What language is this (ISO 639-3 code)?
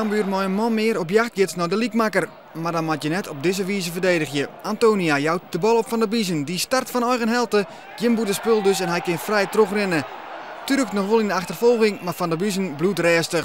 fry